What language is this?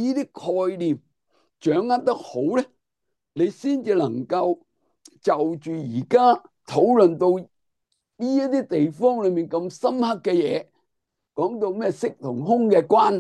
Cantonese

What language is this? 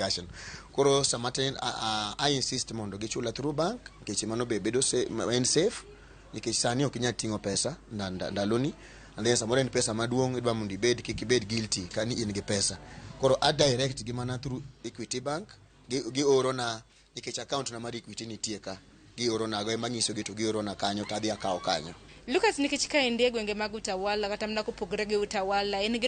Luo (Kenya and Tanzania)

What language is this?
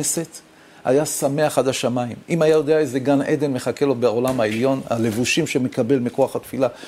Hebrew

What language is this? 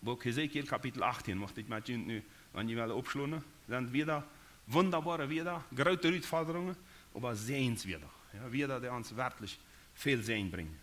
Plautdietsch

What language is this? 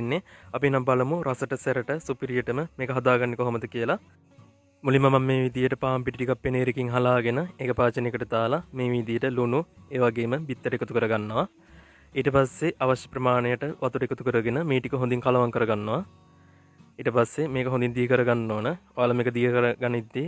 Sinhala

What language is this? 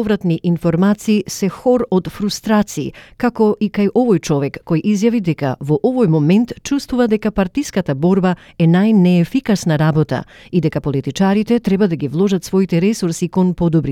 Macedonian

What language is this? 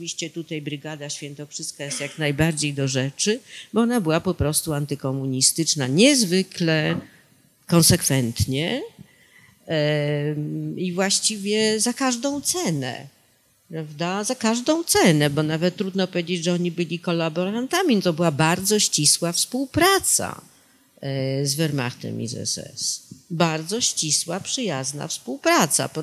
Polish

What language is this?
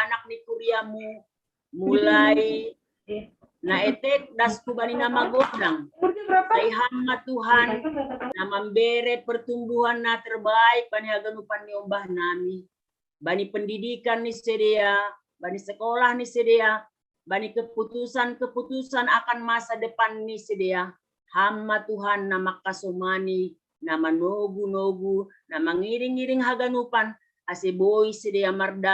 Batak Simalungun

